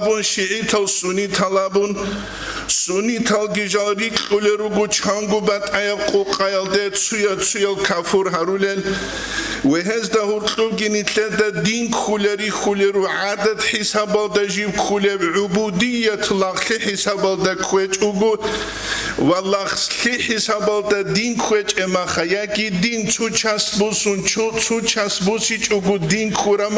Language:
Avaric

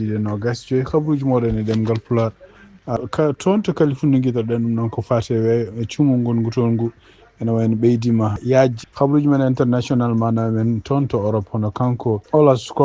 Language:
Fula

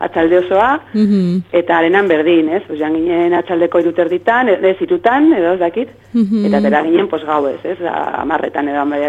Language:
Basque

